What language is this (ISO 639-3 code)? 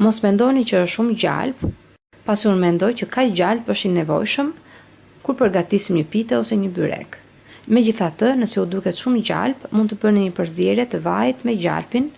sqi